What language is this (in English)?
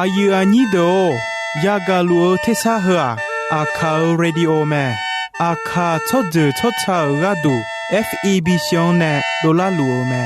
Akha